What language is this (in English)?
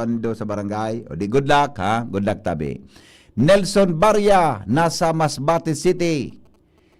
Bikol